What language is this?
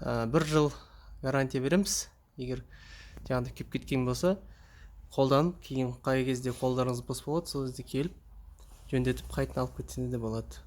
Kazakh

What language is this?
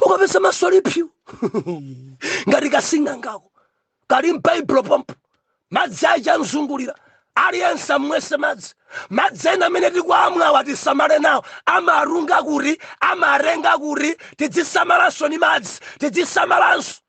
Nyanja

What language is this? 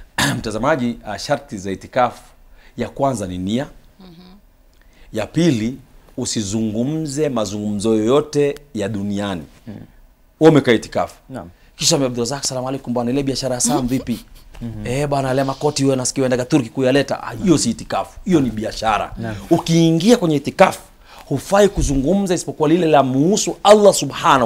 Swahili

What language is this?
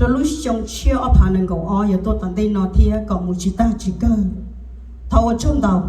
Hmong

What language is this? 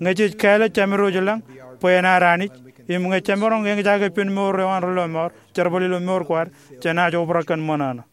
Marshallese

